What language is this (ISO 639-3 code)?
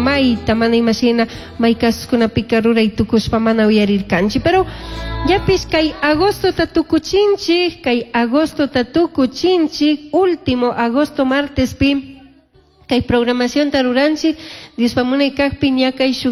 qug